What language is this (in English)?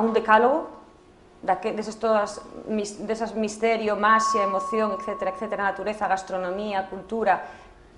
Galician